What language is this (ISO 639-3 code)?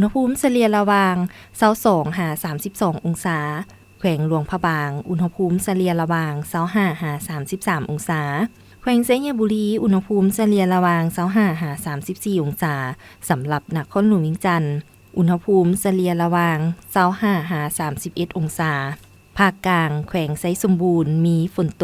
lao